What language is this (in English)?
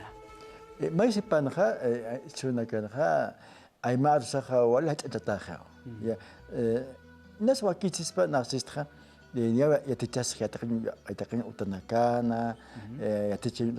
Aymara